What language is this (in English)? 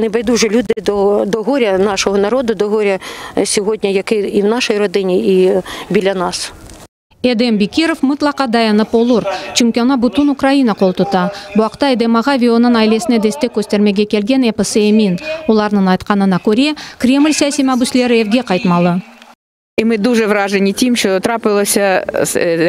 Crimean Tatar